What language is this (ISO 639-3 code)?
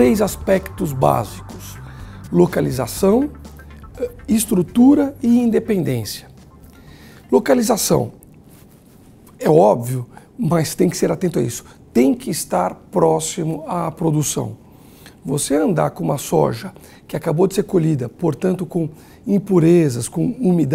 por